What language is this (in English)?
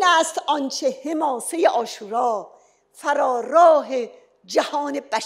Persian